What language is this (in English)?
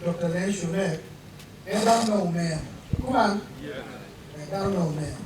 Acoli